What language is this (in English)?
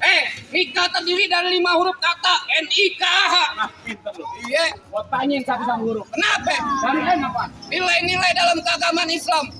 Betawi